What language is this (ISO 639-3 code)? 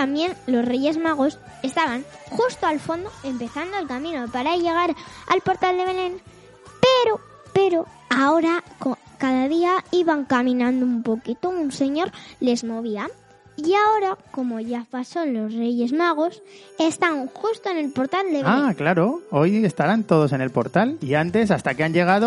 spa